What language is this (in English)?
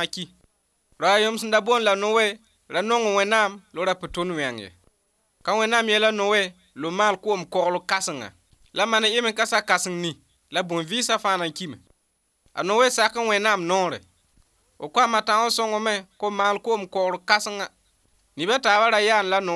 Mossi